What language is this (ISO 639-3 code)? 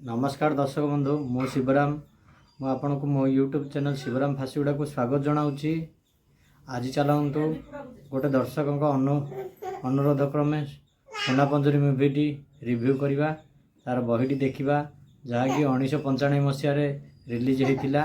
ori